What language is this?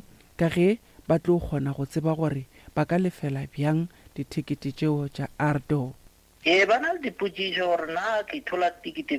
Northern Sotho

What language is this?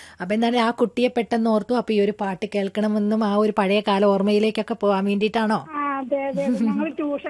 Malayalam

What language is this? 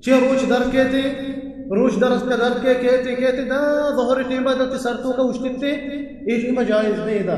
Baluchi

